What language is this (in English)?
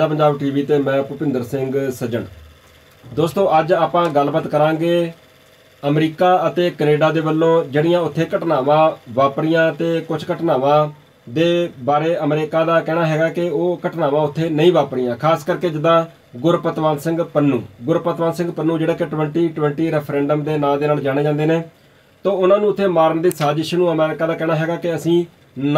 Punjabi